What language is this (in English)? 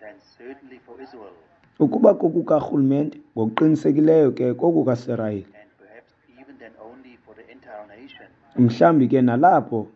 Xhosa